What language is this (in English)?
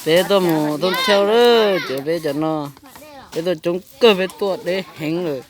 Hmong